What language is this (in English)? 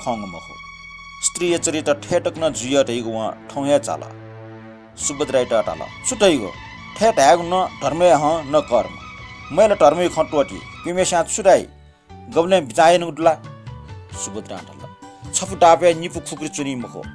Newari